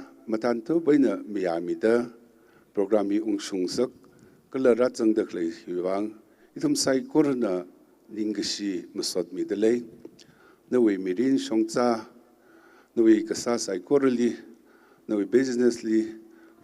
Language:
Tangkhul Naga (India)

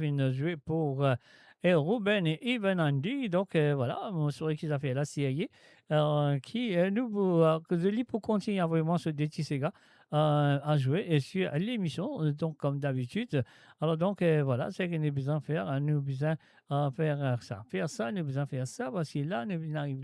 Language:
Morisyen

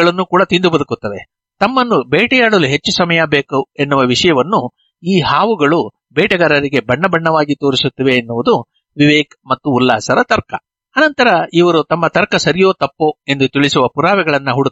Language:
Kannada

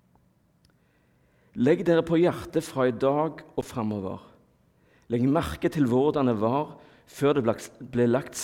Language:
Norwegian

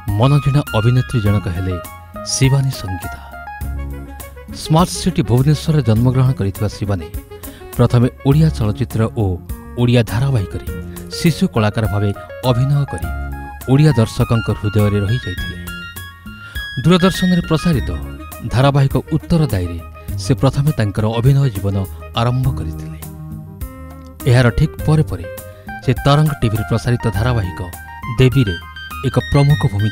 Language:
Odia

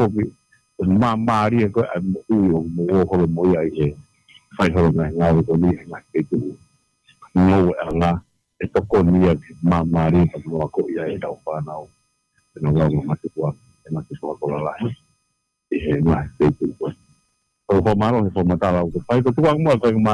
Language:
Tongan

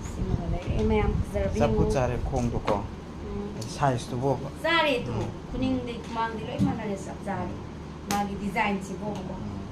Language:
Manipuri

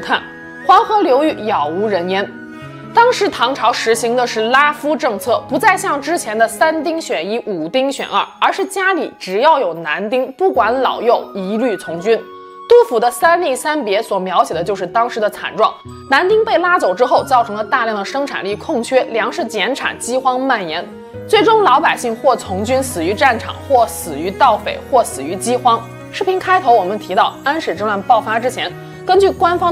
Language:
Chinese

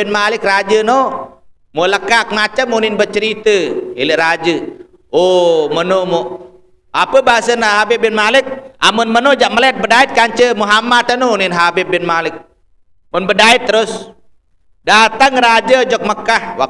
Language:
Sasak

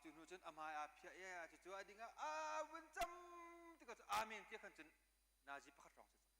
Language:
Hakha Chin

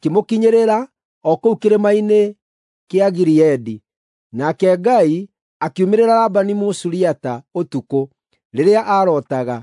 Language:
Kikuyu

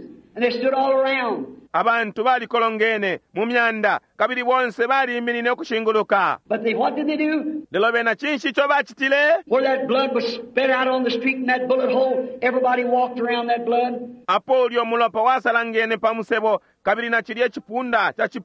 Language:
Bemba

